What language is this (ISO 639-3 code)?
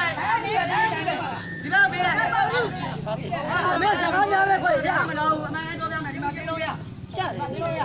mya